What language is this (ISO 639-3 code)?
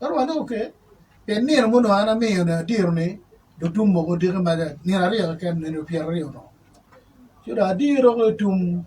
ach